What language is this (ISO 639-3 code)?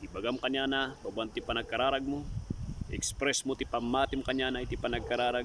ilo